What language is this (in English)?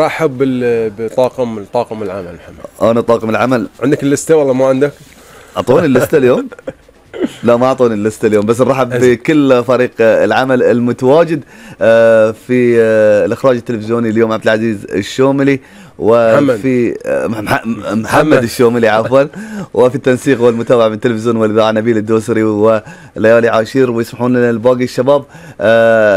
Gulf Arabic